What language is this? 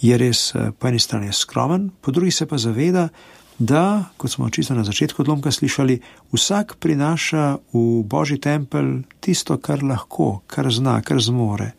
Slovenian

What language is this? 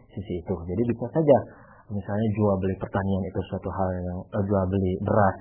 Indonesian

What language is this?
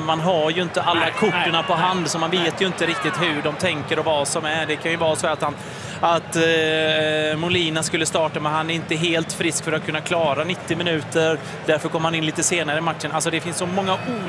Swedish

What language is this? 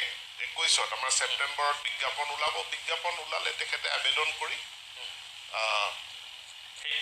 Assamese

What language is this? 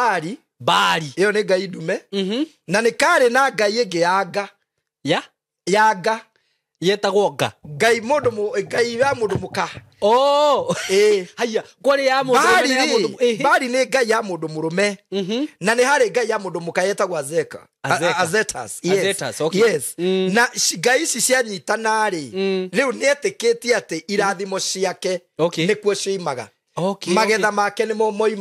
Kikuyu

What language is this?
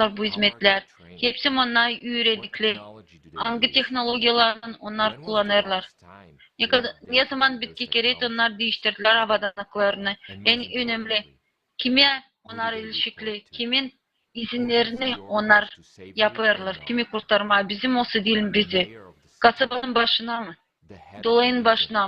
Gagauz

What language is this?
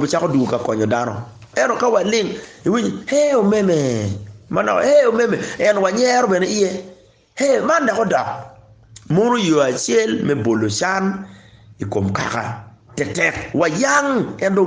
Acoli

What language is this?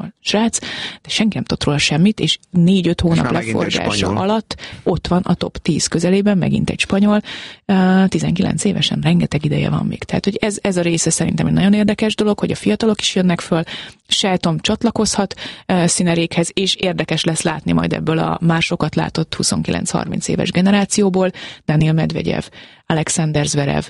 Hungarian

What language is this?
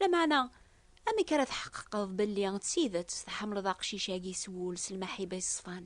Kabyle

